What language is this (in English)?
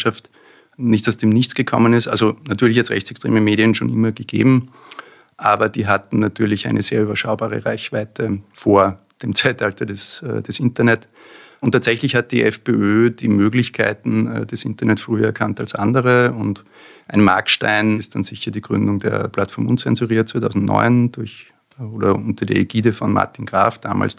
German